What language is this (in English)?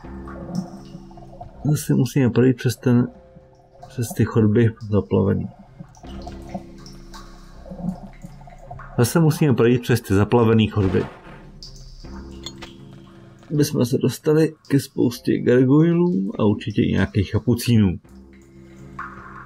Czech